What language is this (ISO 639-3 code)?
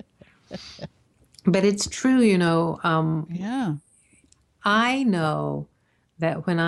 eng